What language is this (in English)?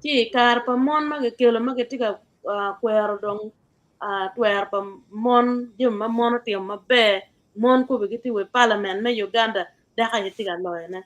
Acoli